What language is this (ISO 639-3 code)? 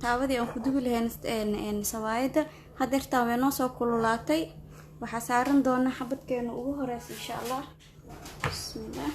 som